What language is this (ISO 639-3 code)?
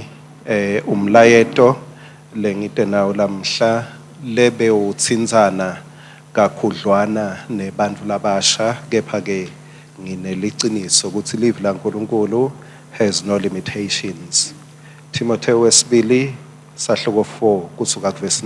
ssw